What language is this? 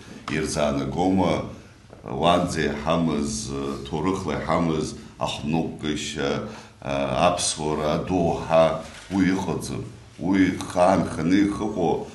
Abkhazian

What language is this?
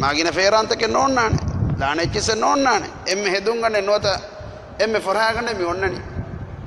Divehi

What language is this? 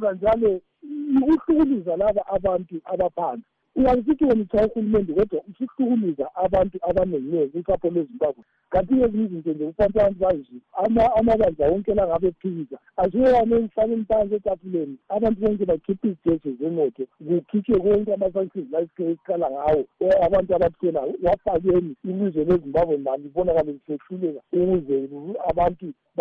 North Ndebele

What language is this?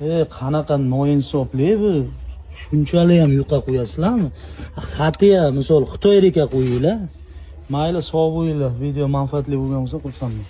Uzbek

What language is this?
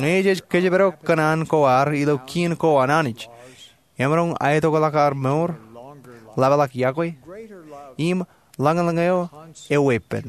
Marshallese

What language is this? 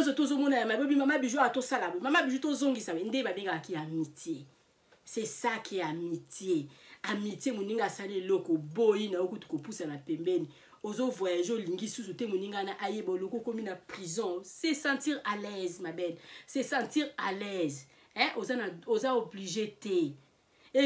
Lingala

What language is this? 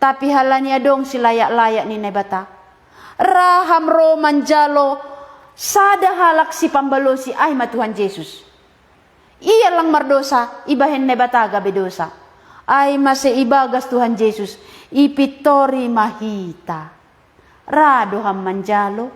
Batak Simalungun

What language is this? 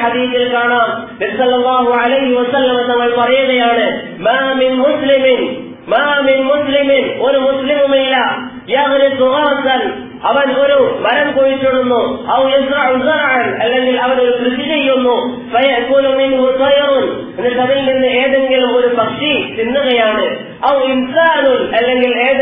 Malayalam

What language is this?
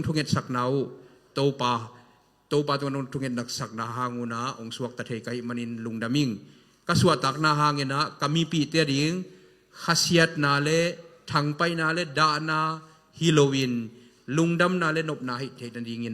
Tedim Chin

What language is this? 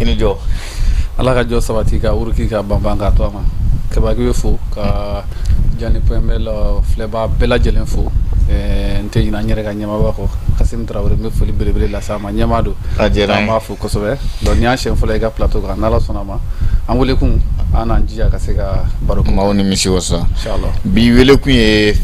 Bambara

